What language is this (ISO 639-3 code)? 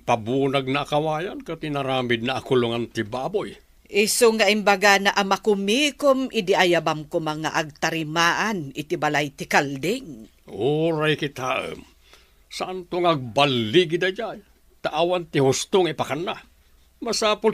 ilo